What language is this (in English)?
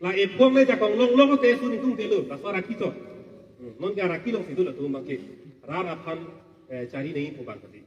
Karbi